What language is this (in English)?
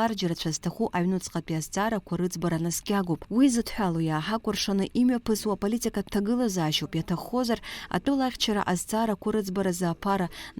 Abkhazian